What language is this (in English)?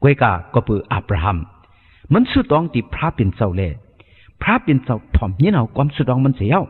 Shan